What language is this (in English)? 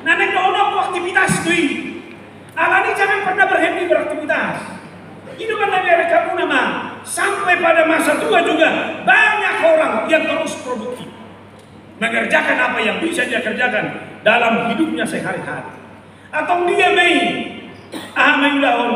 Batak Toba